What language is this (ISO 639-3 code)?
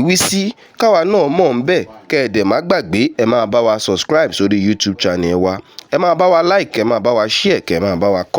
yor